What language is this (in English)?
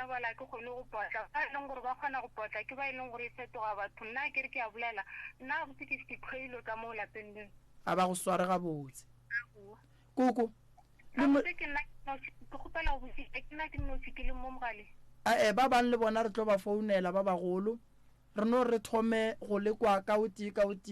Northern Sotho